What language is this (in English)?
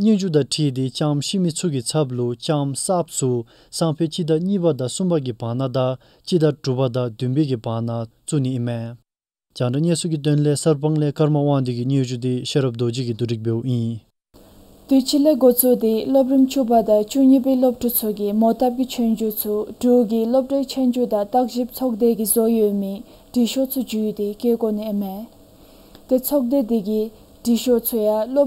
Dzongkha